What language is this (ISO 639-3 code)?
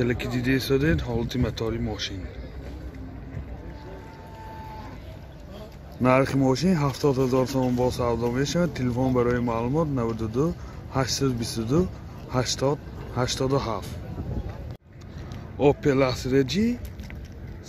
tgk